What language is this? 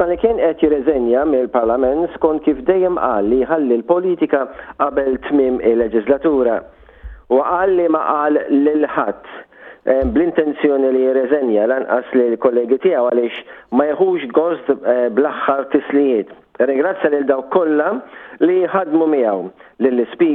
Maltese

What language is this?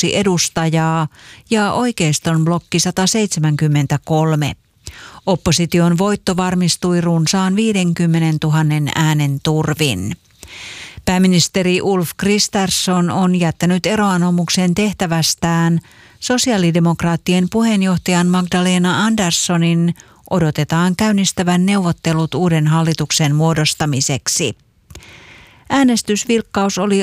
Finnish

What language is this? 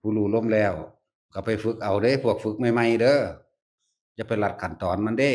Northeastern Thai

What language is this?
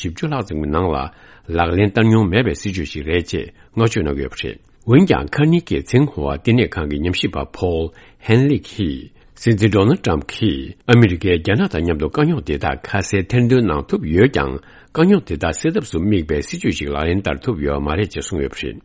Tibetan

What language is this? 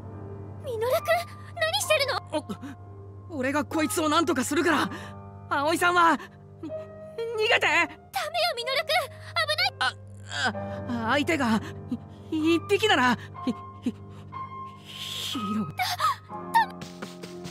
Japanese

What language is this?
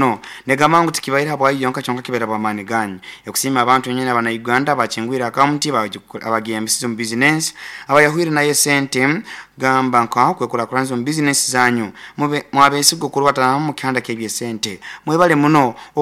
Nyankole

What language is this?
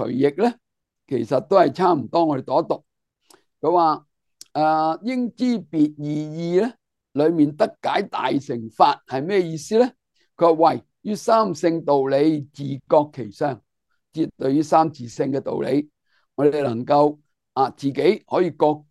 Cantonese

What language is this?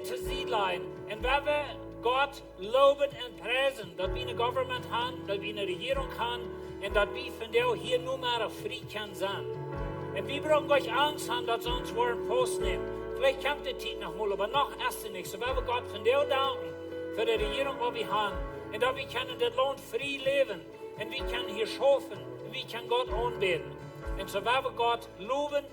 Plautdietsch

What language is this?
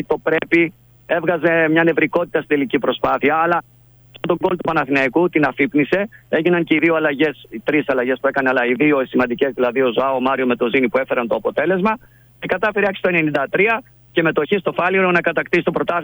Greek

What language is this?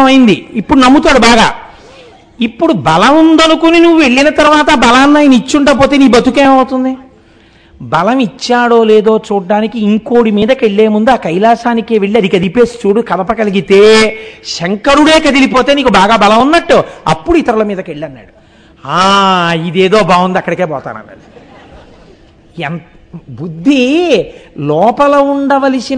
Telugu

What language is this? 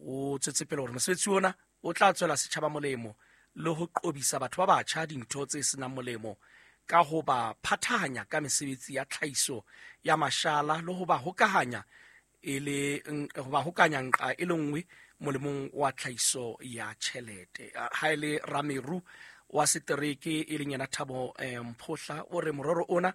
Southern Sotho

